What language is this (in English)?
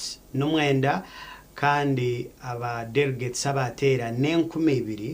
Nyankole